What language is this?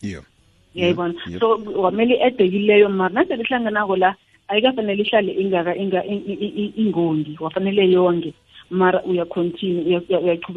South Ndebele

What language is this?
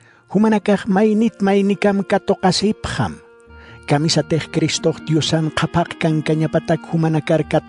Aymara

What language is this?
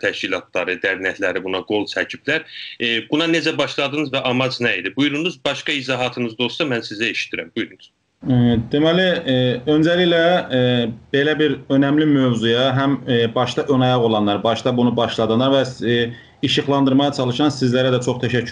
South Azerbaijani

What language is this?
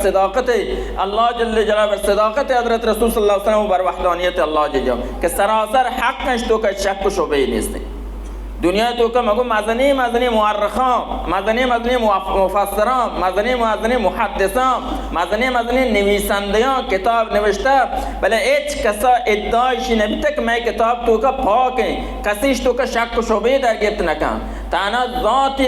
Baluchi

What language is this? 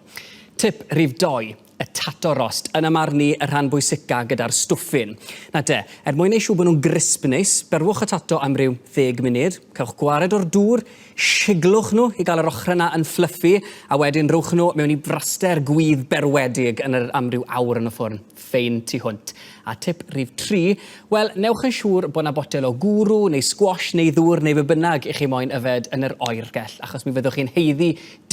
Welsh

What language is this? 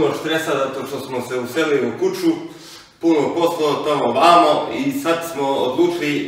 Croatian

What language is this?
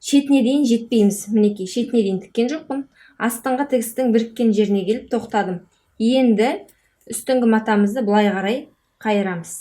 Kazakh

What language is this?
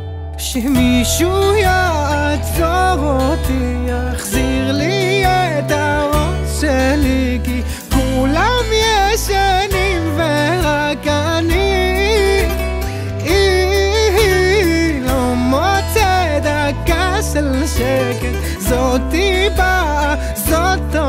Hebrew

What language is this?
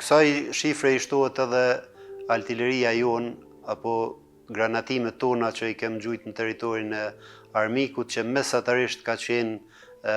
Albanian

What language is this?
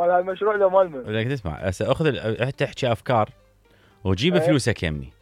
Mesopotamian Arabic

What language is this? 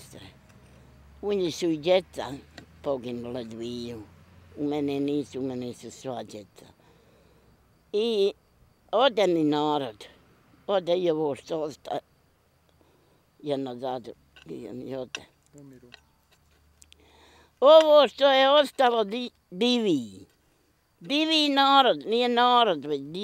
Bosnian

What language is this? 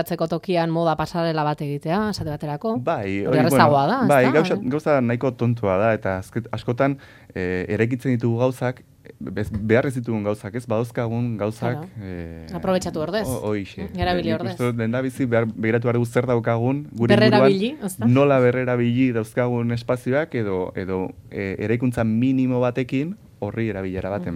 Basque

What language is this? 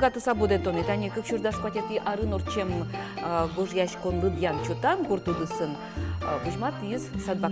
Udmurt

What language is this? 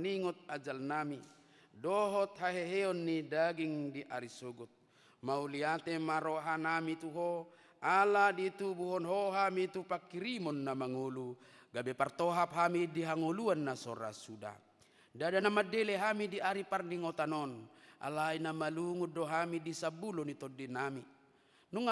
Batak Toba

